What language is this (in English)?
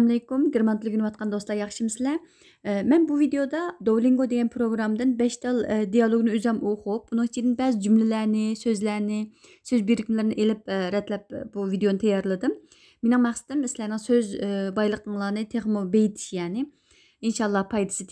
Uyghur